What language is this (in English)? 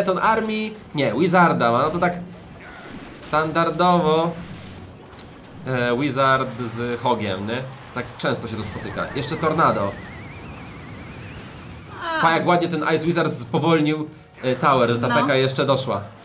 Polish